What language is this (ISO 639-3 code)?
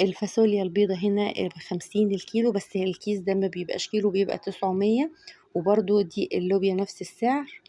arz